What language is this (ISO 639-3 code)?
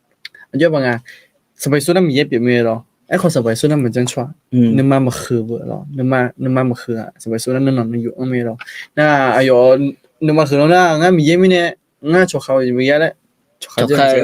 ahk